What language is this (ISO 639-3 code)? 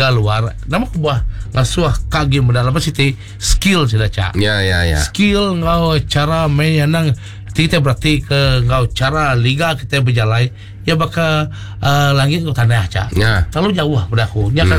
iba